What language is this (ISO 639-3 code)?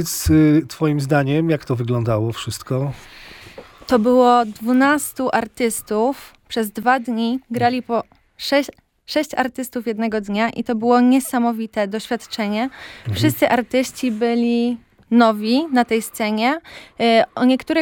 pol